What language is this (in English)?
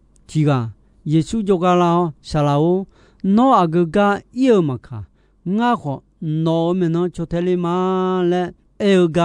Akha